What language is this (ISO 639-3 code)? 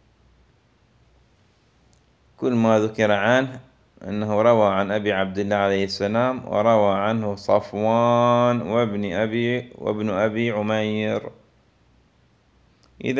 ara